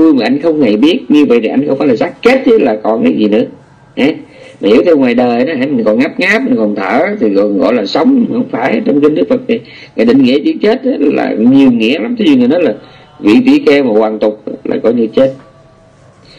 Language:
Vietnamese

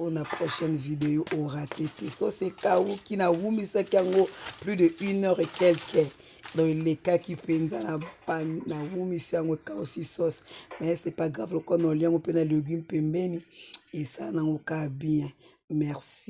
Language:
Lingala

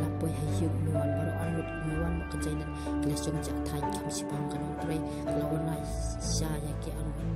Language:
Khasi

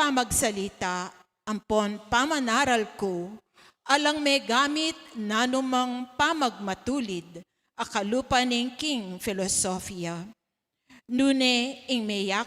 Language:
Pampanga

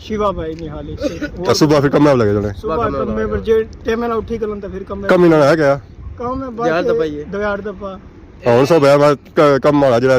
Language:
Pahari-Potwari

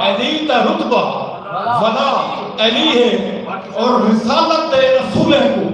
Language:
Saraiki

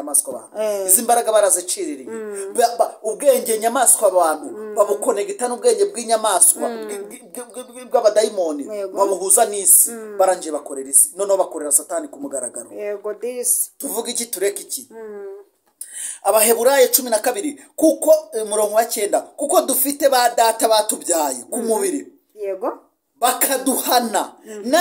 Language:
Kinyarwanda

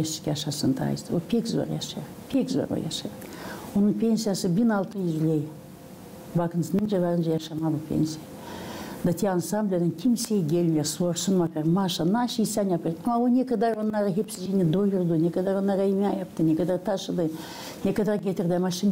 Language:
Gagauz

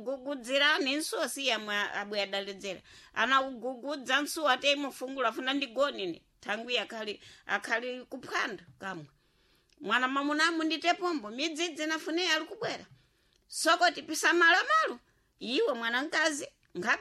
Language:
Sena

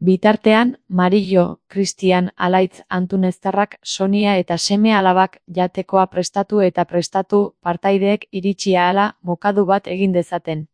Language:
Basque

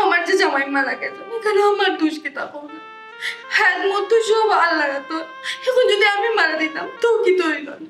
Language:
Sylheti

